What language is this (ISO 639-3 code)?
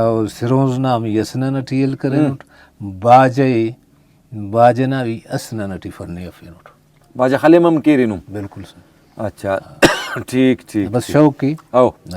brh